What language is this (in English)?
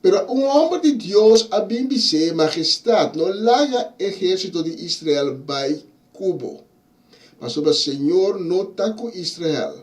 Papiamento